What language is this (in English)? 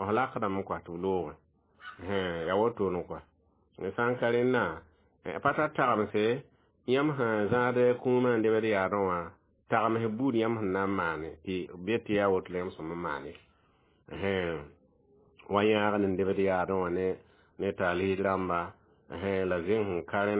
Mossi